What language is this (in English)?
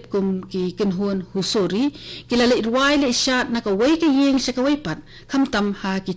Khasi